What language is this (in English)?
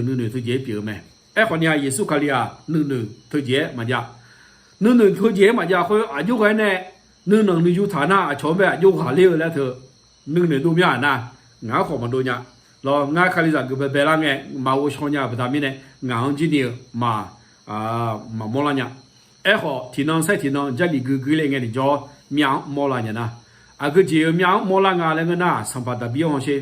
Akha